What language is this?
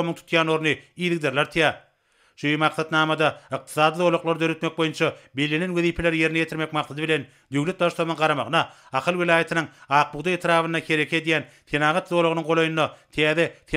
Turkmen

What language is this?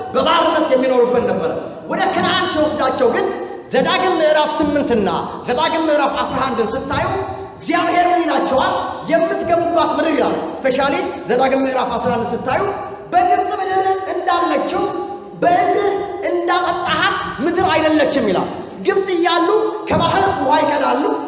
Amharic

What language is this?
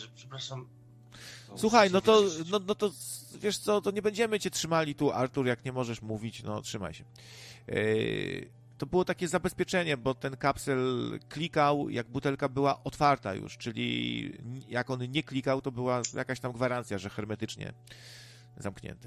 Polish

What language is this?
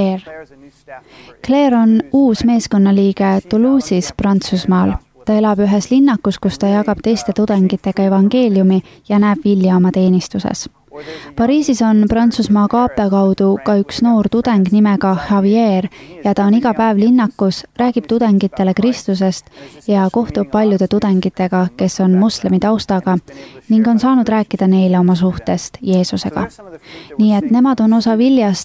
Estonian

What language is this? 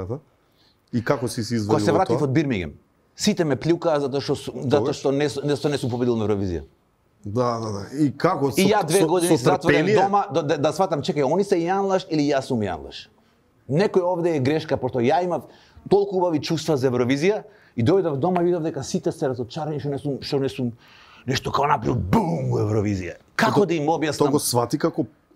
Macedonian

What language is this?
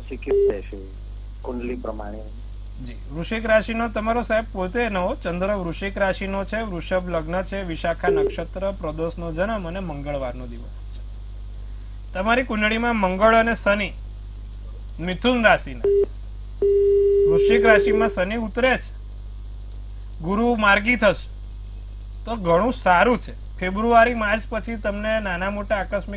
Gujarati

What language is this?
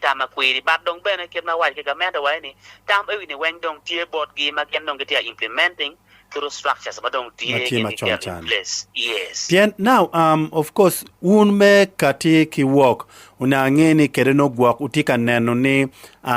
Acoli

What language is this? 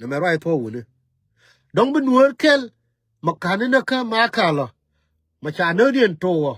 Nuer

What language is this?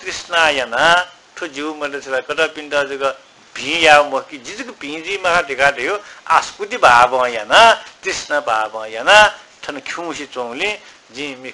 Newari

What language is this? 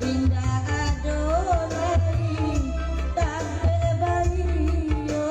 Minangkabau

